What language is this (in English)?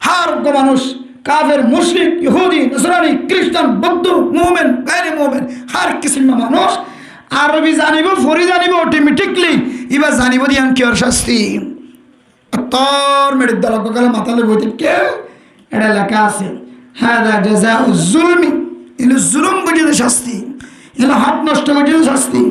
Rohingya